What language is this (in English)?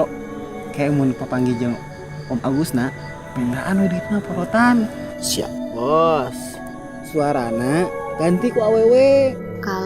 Sundanese